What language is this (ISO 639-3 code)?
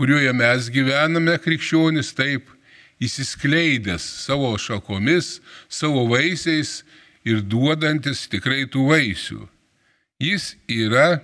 lit